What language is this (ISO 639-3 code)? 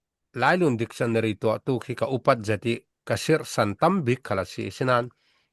cfm